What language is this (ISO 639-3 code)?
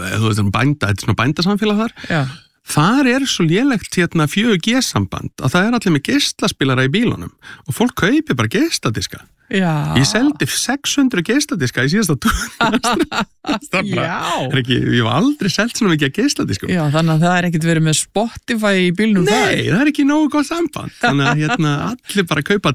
isl